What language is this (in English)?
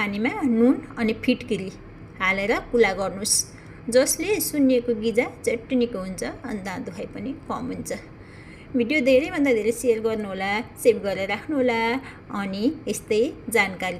Nepali